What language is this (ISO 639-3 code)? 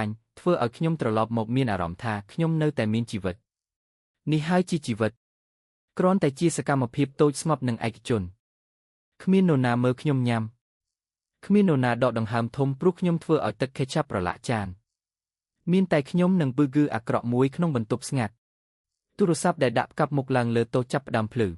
khm